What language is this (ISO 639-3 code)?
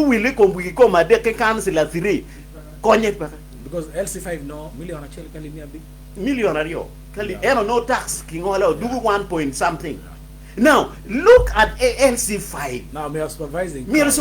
ach